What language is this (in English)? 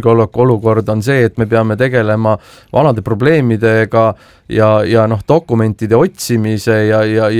Estonian